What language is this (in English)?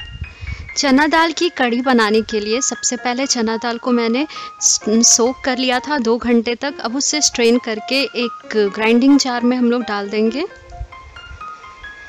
Hindi